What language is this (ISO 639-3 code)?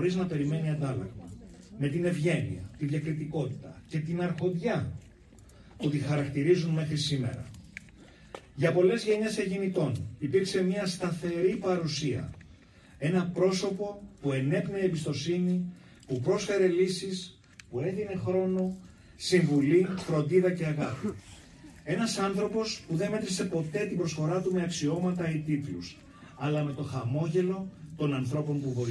ell